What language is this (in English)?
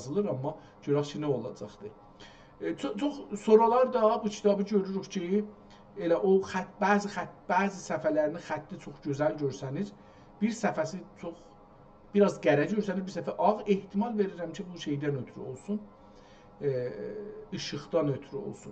South Azerbaijani